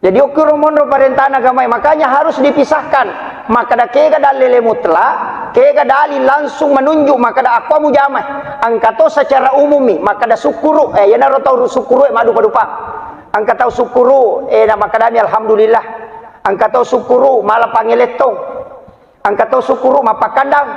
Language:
Buginese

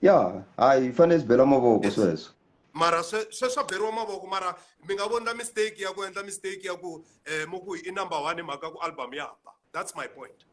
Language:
Tsonga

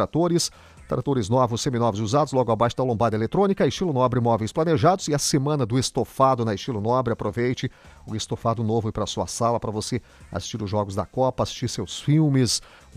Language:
Portuguese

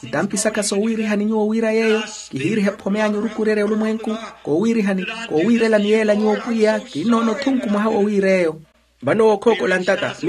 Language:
Makhuwa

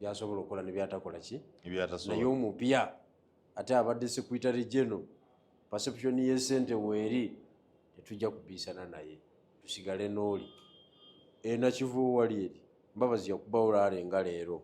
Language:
Ganda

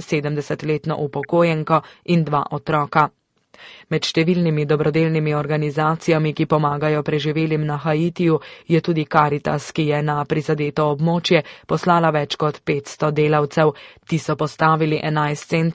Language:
Slovenian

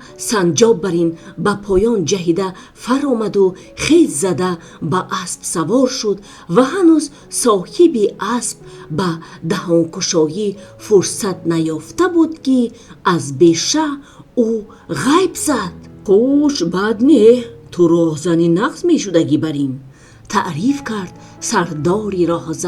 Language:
Tajik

